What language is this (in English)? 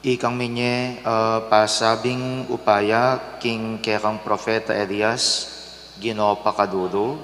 Pampanga